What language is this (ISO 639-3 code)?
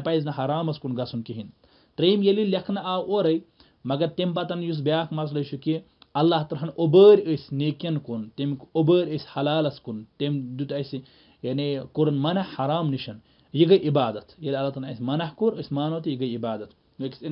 kas